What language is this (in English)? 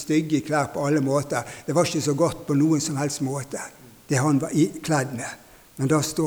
Norwegian